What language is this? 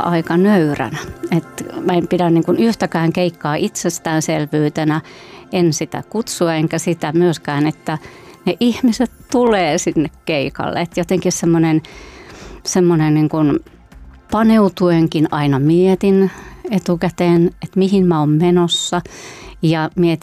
Finnish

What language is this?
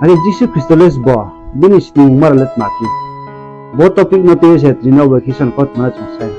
Riang (India)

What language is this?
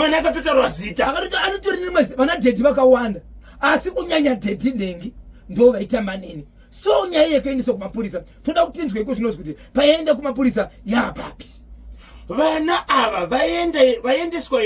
Shona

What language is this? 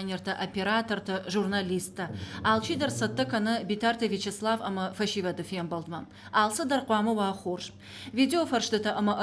Ossetic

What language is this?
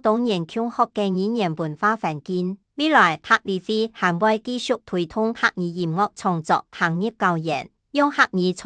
Hakka Chinese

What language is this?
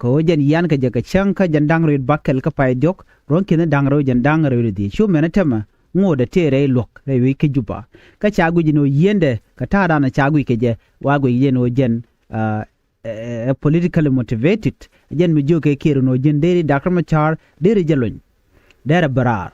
Nuer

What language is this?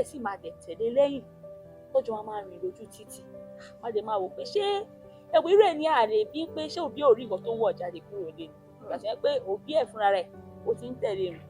Yoruba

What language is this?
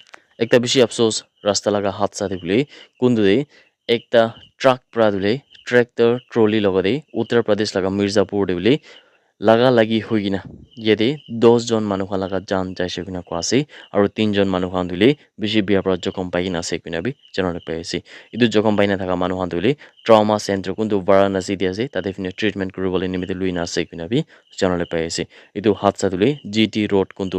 Naga Pidgin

